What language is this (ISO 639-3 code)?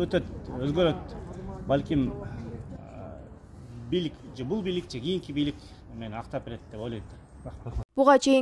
kir